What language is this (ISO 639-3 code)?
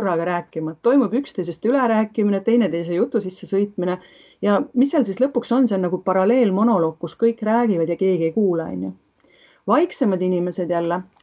est